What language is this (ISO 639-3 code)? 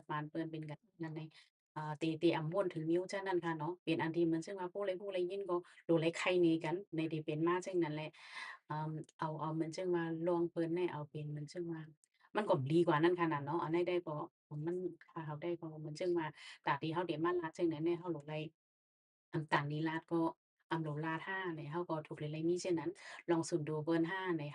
shn